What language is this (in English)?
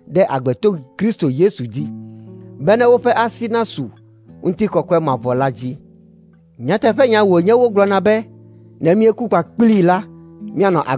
Ewe